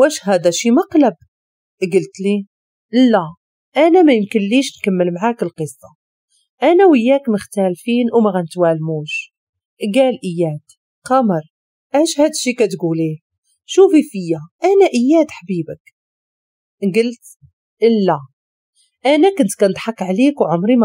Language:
Moroccan Arabic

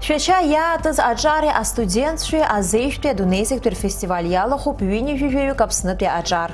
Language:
Abkhazian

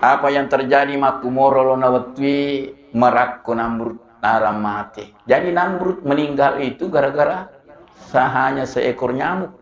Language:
Buginese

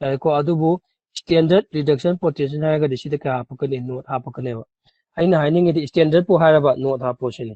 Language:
Manipuri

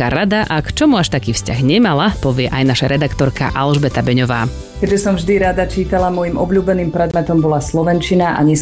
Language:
Slovak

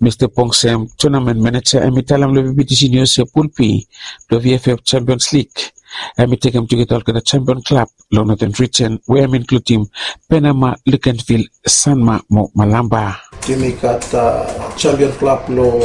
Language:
Bislama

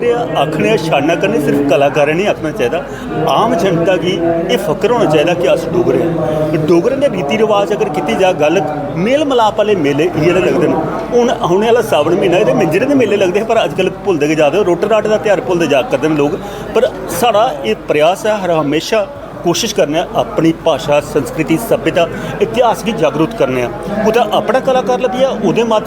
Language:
Dogri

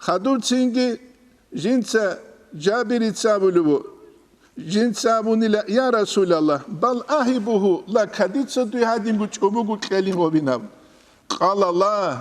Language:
Avaric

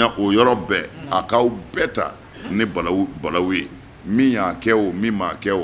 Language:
Bambara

